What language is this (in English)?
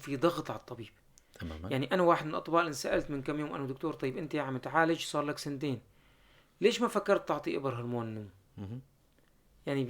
North Levantine Arabic